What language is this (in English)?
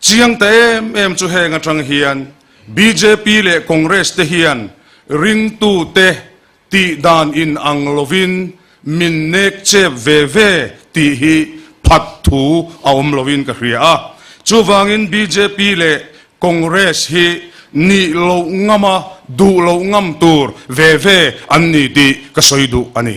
Mizo